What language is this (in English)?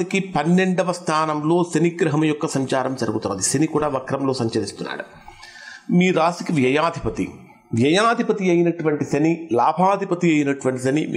Telugu